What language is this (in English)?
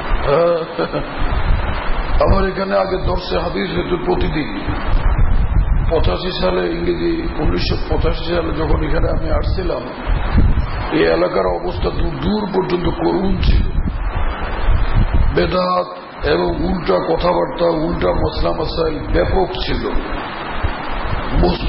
Bangla